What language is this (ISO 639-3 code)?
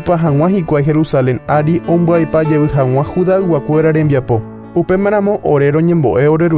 grn